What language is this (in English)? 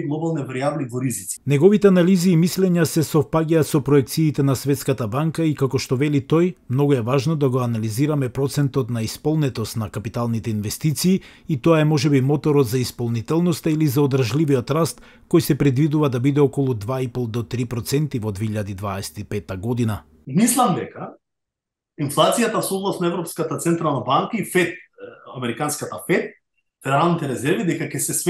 Macedonian